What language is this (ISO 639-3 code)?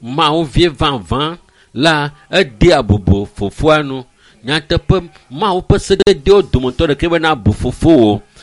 ewe